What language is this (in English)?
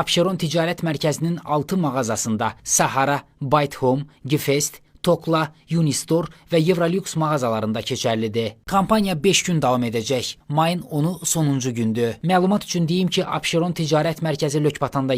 Azerbaijani